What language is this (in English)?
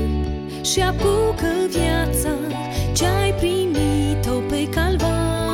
Romanian